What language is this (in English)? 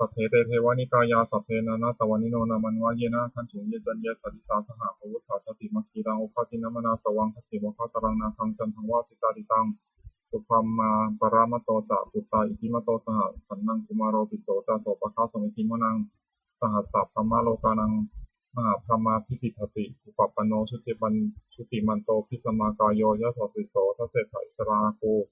Pali